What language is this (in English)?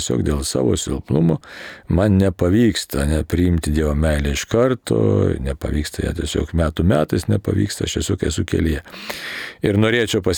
Lithuanian